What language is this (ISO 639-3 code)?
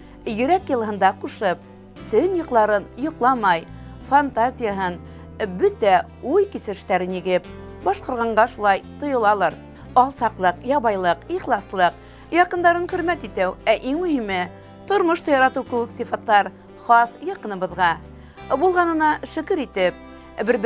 bak